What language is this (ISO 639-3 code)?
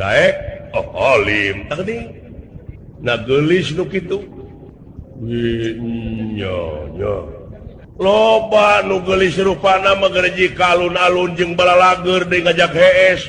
sun